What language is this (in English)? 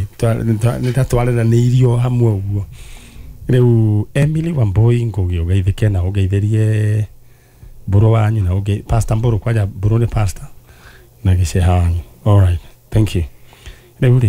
Kikuyu